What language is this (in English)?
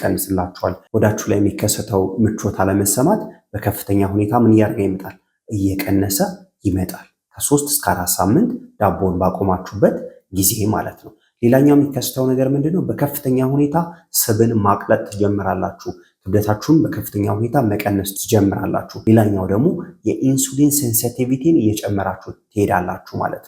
Amharic